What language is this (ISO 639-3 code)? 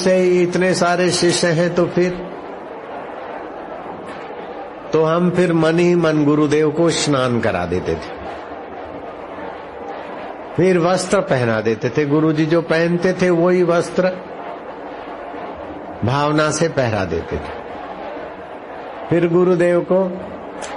hin